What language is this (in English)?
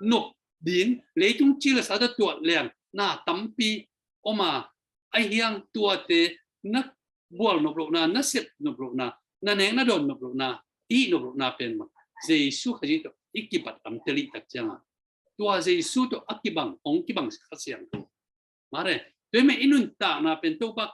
Tedim Chin